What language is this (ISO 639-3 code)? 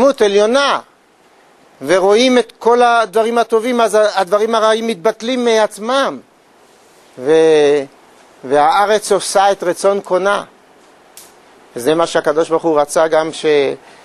heb